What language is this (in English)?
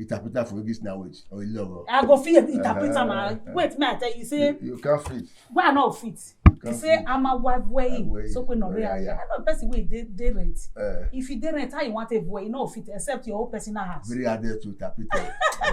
Nigerian Pidgin